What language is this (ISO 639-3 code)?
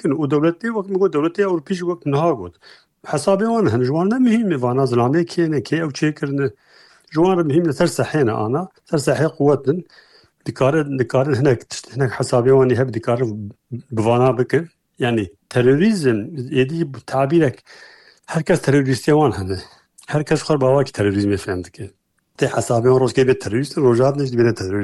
kur